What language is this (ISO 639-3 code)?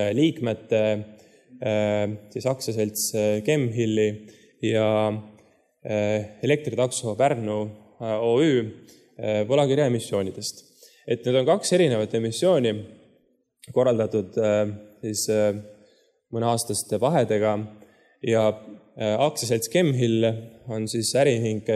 est